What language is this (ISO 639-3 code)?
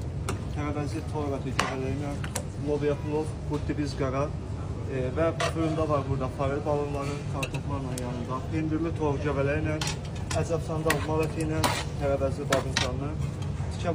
aze